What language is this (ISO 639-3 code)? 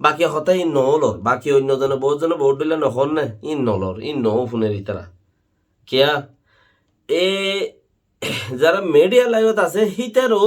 rhg